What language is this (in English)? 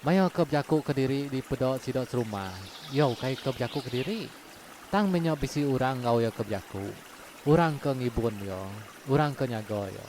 Iban